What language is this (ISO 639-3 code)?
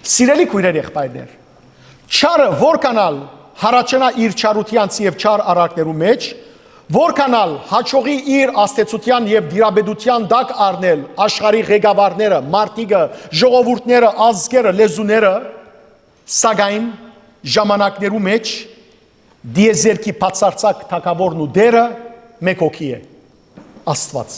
hyw